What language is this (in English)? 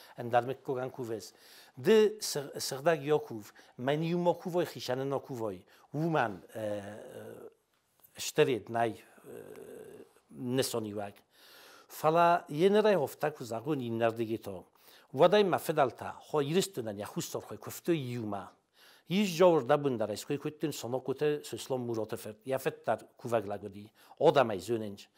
Ossetic